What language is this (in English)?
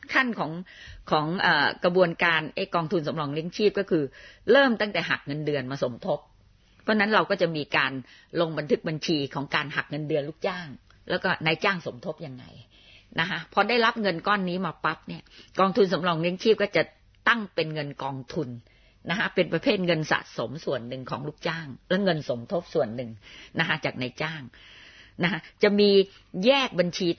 Thai